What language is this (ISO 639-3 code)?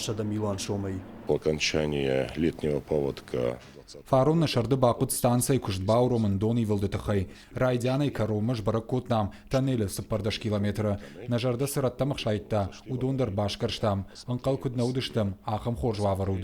oss